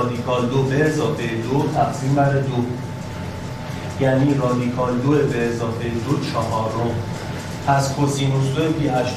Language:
Persian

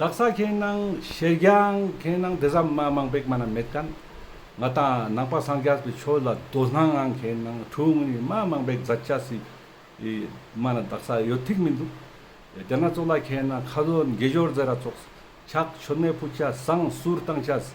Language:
Ladakhi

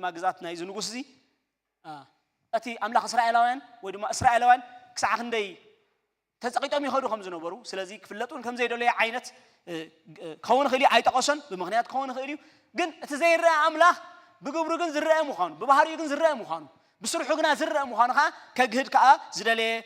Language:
Tigrinya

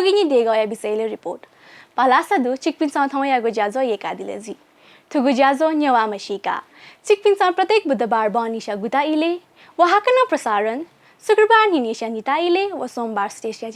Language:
Newari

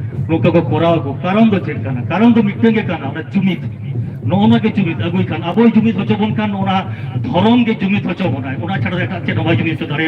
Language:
Santali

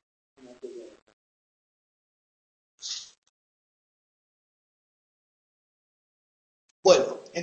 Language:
Catalan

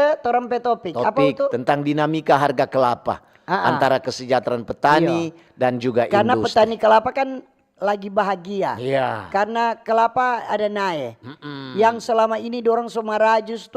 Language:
Manado Malay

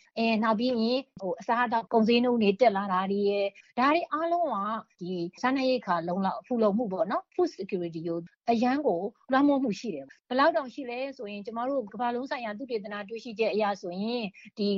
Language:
Burmese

